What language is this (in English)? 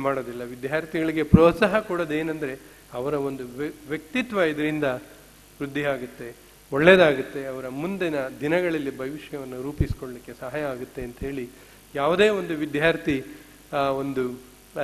Kannada